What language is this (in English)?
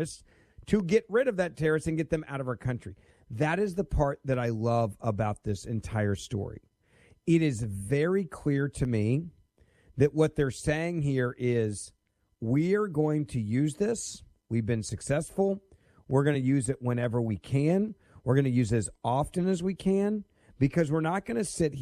English